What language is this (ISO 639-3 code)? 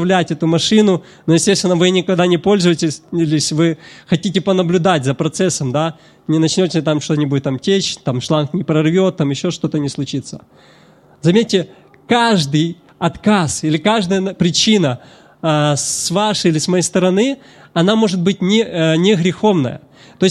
rus